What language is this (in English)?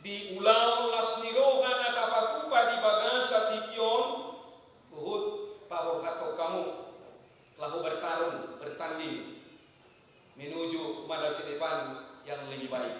Batak Toba